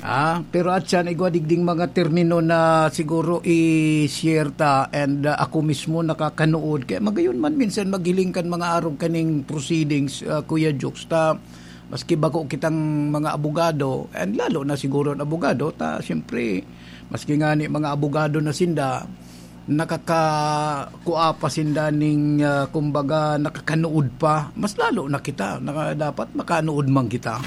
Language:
Bikol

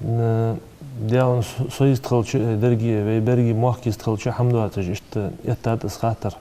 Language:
Ingush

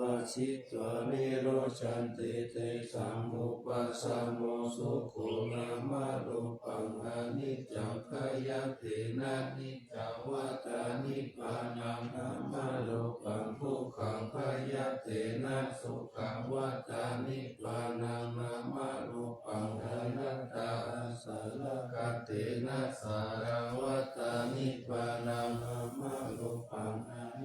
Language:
Pali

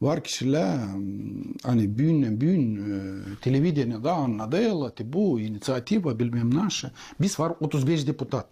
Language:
Gagauz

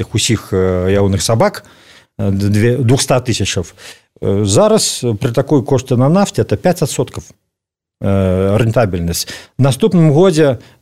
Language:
Belarusian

